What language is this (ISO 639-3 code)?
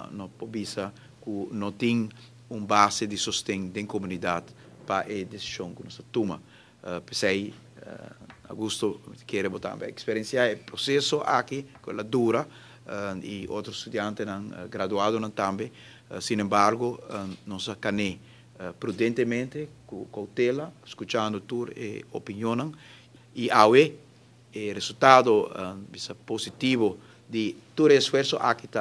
pap